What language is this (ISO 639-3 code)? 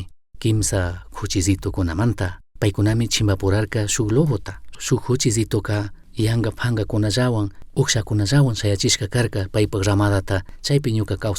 qug